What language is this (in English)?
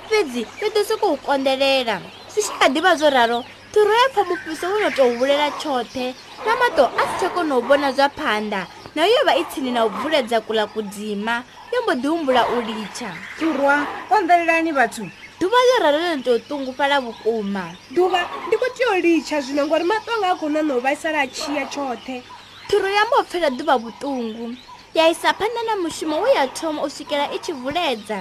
Venda